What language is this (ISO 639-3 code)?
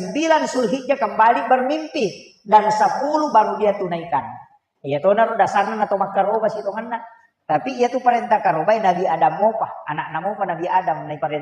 bug